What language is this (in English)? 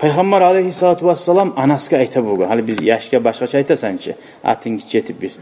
Kumyk